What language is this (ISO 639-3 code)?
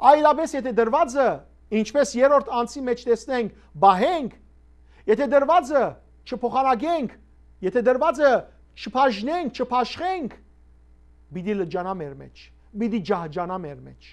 hyw